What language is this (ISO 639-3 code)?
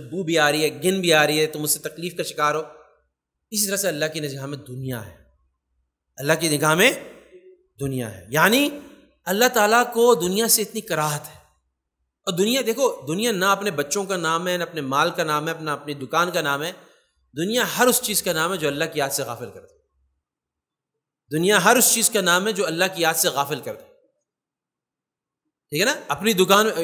urd